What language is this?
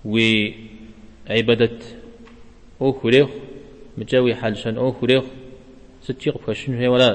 Kabardian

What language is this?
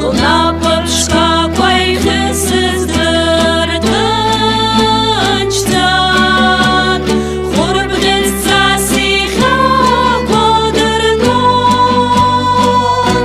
Abkhazian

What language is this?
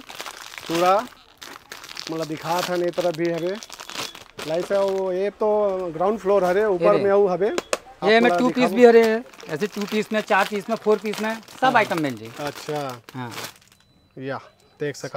Chhattisgarhi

